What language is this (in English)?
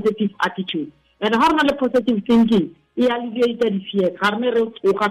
Tswana